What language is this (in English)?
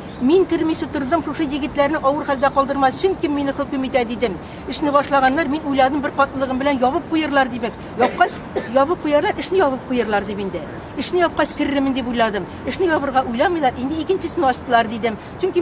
Tatar